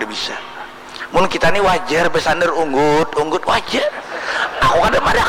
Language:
Banjar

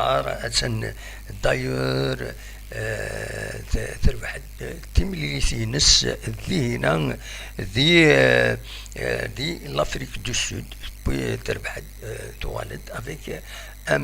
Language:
Kabyle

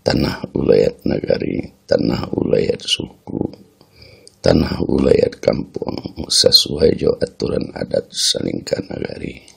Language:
Minangkabau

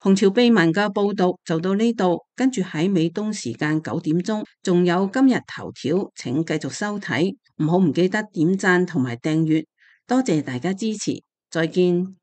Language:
Cantonese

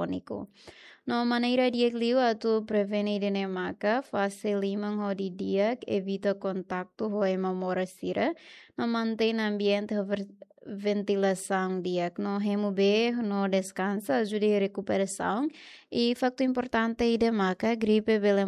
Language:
Tetum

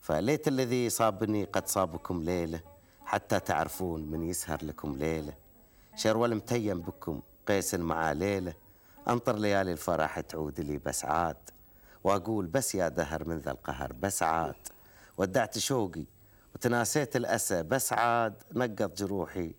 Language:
Gulf Arabic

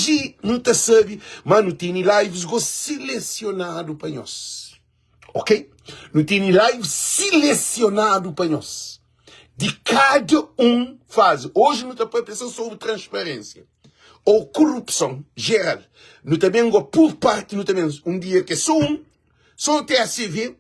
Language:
Kabuverdianu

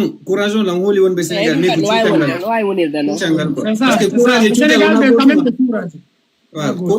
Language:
Fula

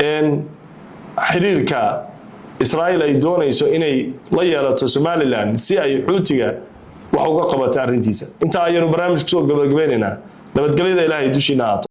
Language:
Somali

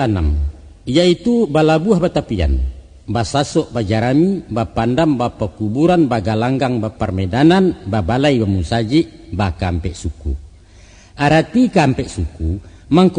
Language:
Minangkabau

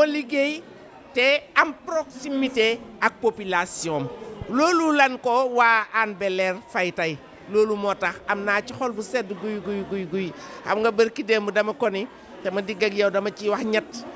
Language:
Wolof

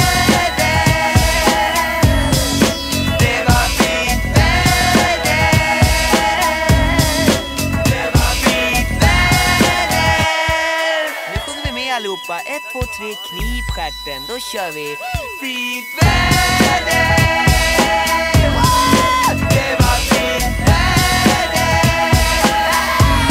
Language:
Swedish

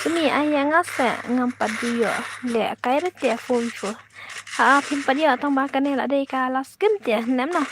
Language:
Khasi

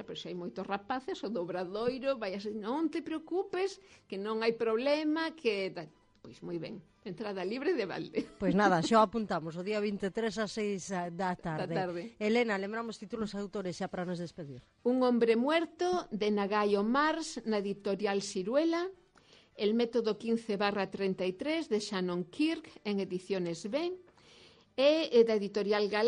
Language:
Galician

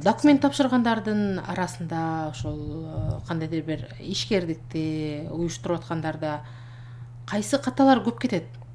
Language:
Kyrgyz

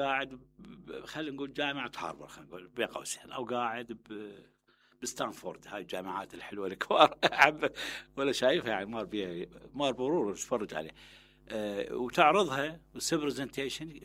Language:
Mesopotamian Arabic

